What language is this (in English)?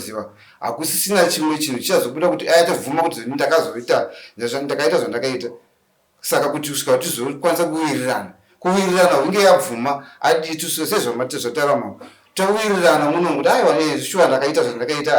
Shona